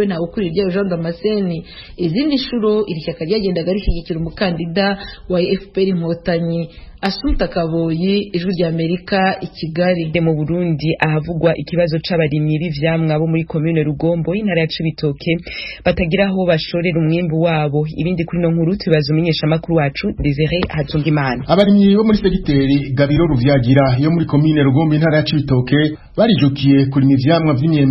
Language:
Rundi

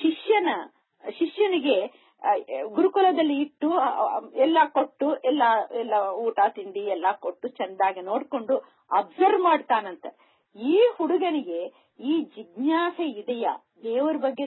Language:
Kannada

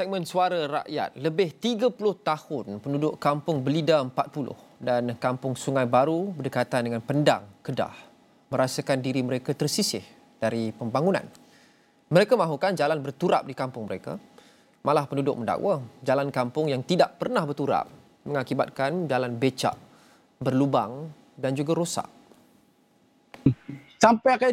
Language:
Malay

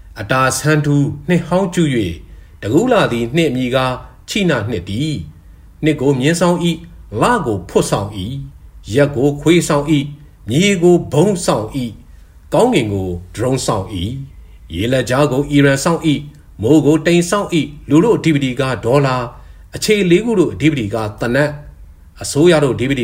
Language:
Burmese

